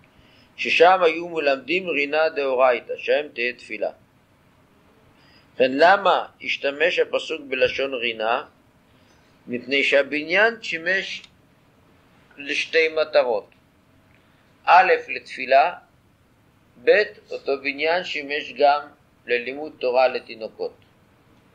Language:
Hebrew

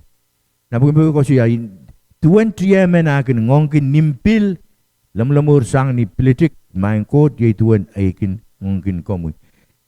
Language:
Pohnpeian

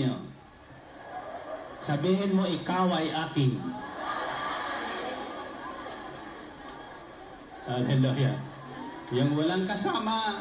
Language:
Filipino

